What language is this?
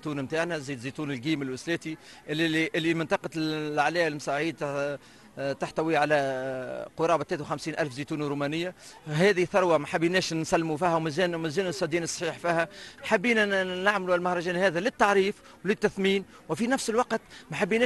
Tunisian Arabic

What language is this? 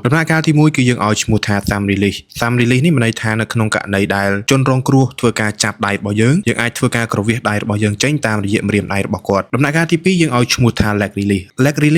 Khmer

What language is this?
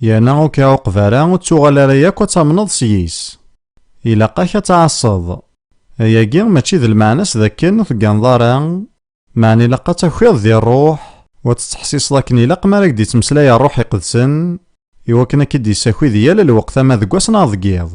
Kabyle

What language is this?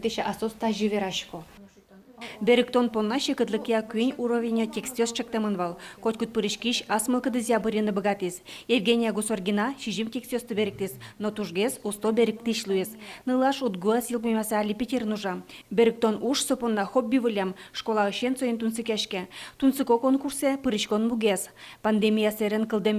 Udmurt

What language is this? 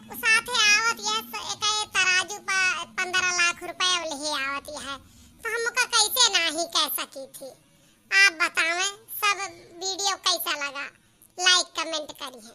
Awadhi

